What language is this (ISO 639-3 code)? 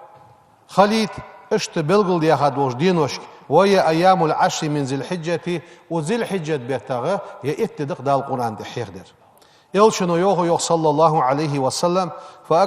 inh